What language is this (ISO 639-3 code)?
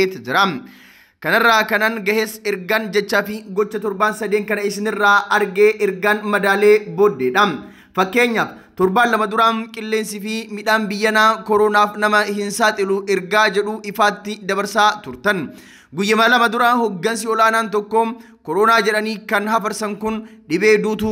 orm